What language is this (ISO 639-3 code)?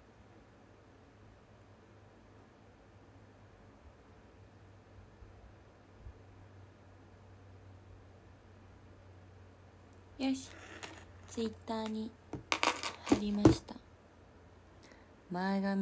jpn